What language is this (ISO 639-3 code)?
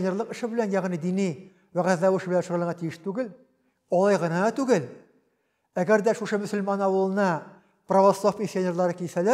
tat